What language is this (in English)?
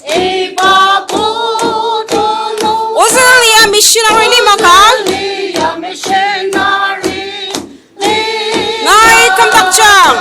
Ao Naga